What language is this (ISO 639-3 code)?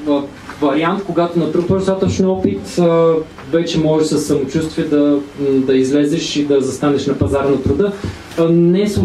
bul